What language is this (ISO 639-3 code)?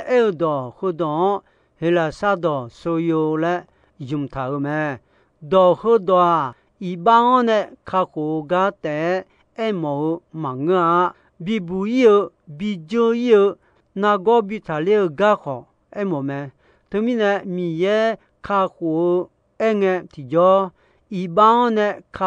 ahk